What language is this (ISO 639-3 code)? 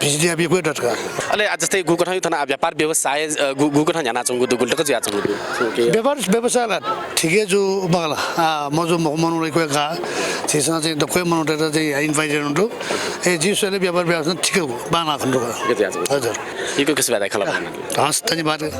new